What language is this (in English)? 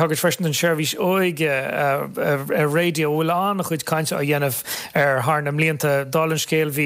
Irish